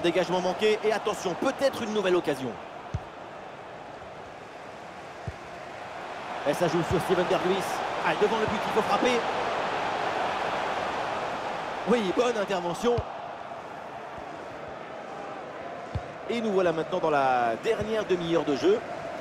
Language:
French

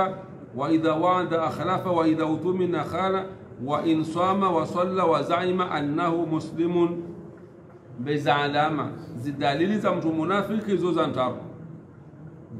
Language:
Swahili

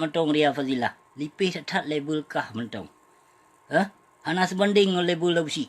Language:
Achinese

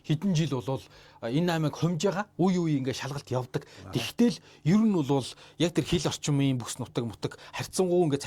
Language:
Mongolian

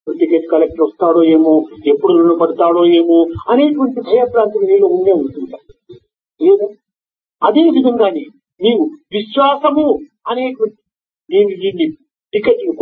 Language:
Telugu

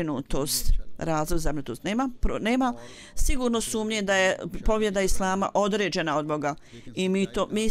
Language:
Bosnian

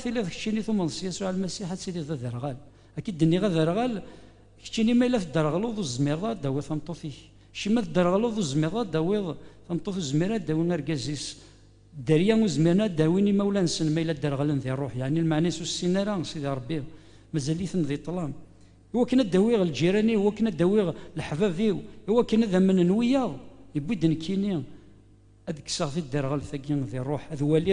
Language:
Kabyle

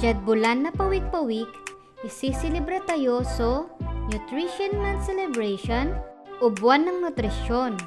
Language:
Pangasinan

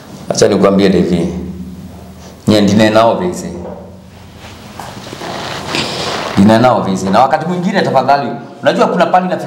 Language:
Swahili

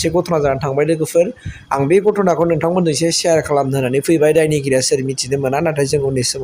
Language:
Bodo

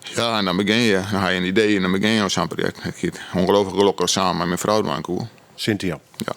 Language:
Western Frisian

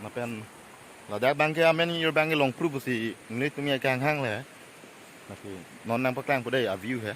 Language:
Karbi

